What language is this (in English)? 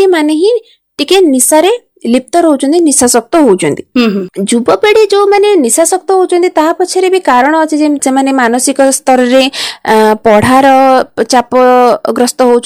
Odia